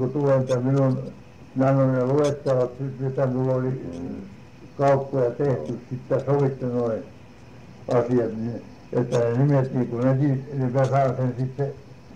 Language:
Finnish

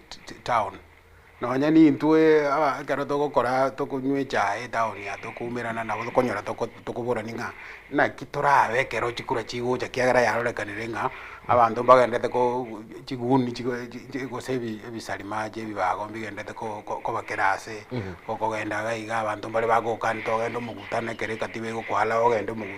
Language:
Gusii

